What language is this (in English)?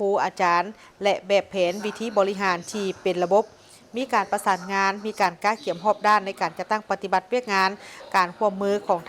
Lao